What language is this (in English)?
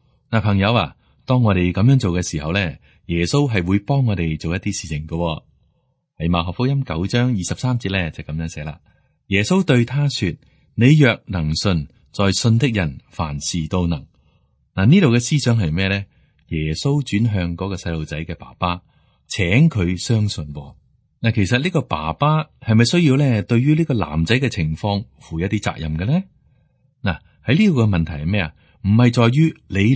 Cantonese